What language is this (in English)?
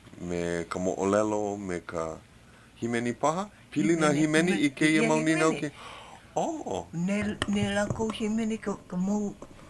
Hawaiian